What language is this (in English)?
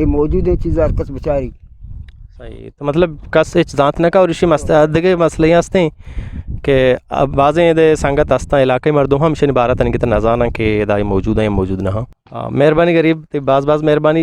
Eastern Balochi